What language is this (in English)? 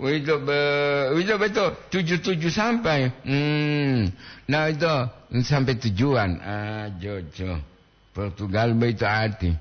Gorontalo